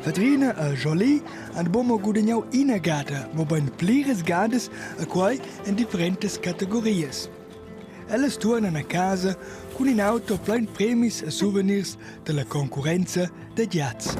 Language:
Romansh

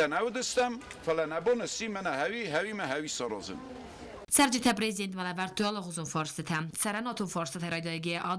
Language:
Ossetic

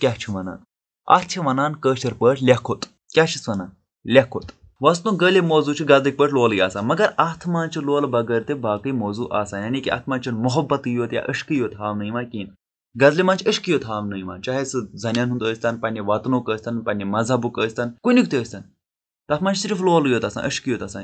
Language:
Kashmiri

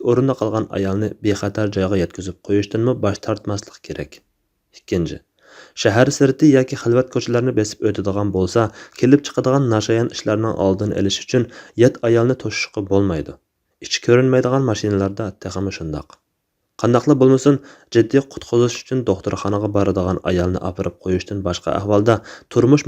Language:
Uyghur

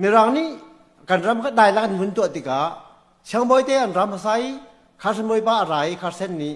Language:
Hakha Chin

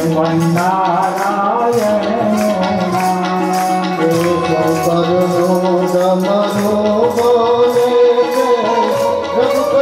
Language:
Gujarati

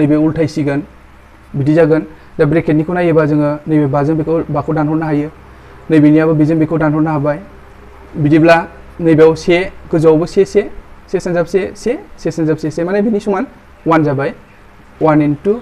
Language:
Bodo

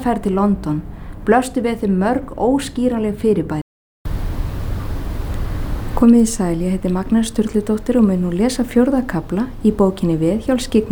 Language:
Icelandic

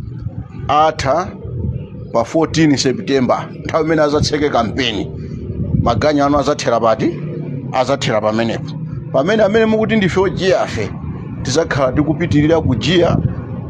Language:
Nyanja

